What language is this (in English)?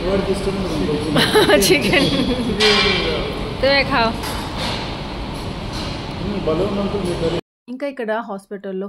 Telugu